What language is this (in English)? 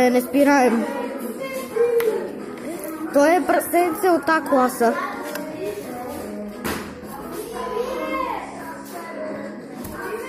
Bulgarian